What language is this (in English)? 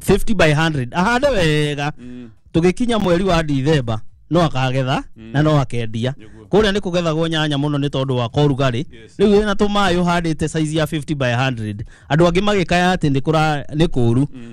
Kikuyu